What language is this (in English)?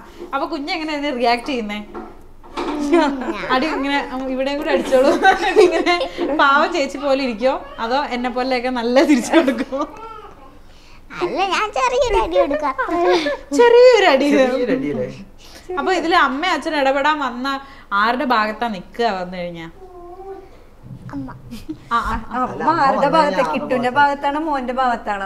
Malayalam